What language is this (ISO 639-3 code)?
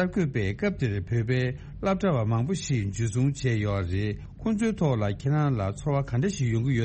bod